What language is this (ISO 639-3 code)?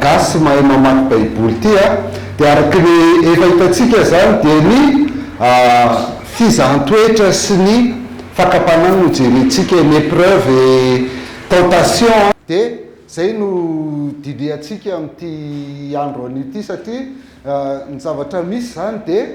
mlg